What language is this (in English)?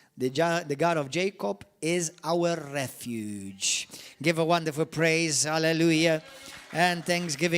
English